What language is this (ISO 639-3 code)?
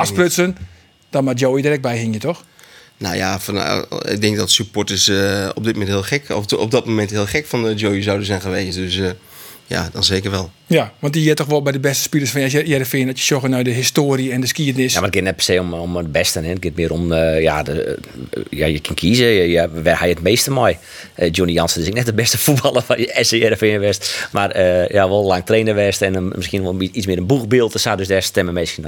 fry